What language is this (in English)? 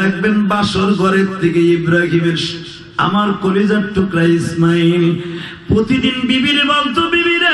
Bangla